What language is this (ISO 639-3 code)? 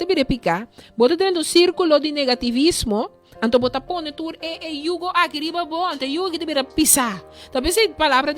pap